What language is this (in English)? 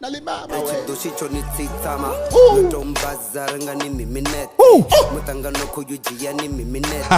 Venda